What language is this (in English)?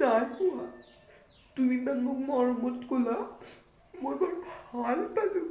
Assamese